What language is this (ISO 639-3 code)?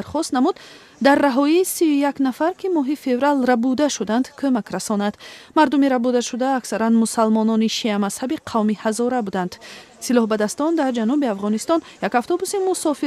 tgk